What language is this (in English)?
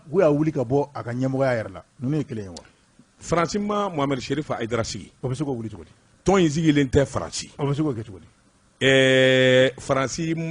Bambara